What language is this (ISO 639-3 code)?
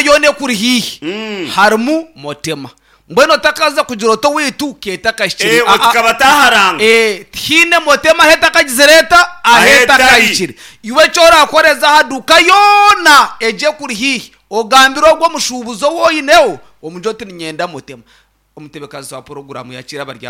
nyn